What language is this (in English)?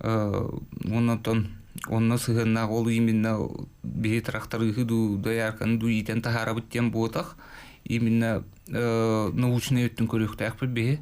Yakut